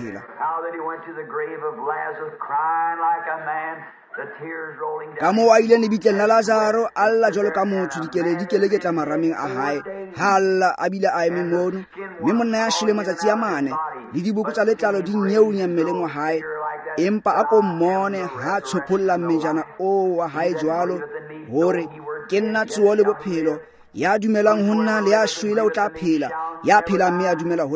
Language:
Tswana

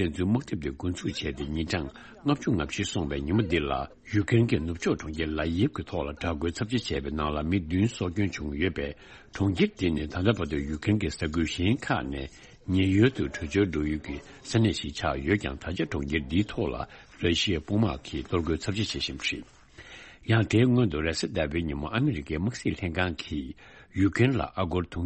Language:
Tibetan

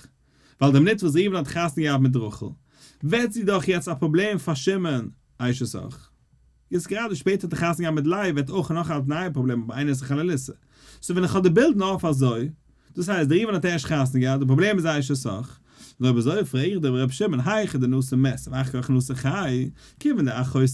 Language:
Yiddish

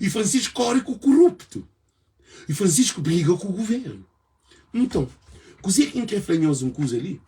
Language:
Kabuverdianu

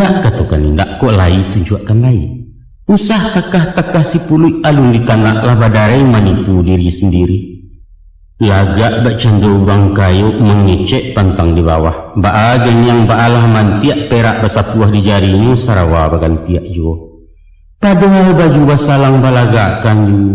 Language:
Minangkabau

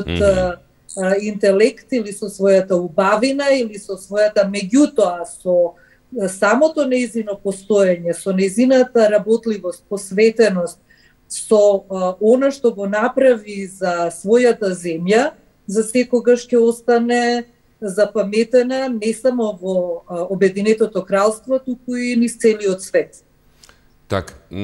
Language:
Macedonian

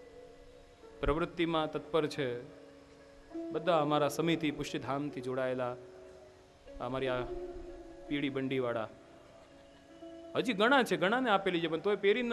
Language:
Gujarati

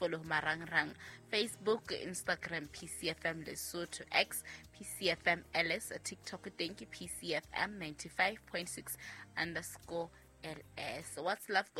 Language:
Southern Sotho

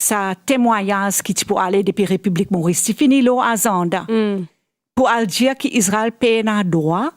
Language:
Morisyen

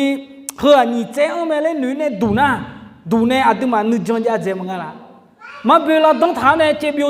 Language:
Akha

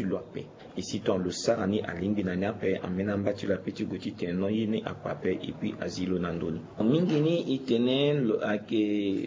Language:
Sango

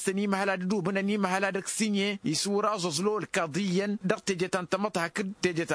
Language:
Tamasheq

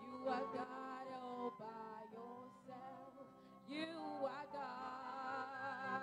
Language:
Ewe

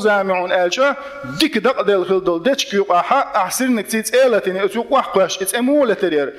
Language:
Chechen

